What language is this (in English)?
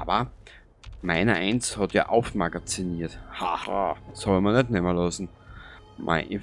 Bavarian